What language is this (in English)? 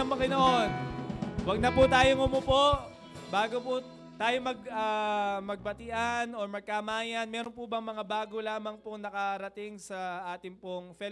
Filipino